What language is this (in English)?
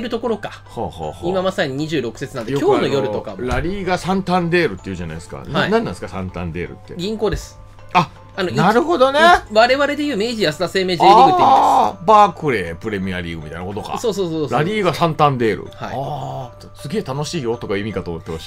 Japanese